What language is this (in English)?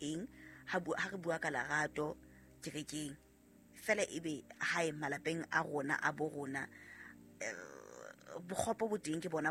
Southern Sotho